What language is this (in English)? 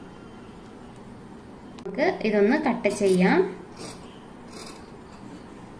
Malayalam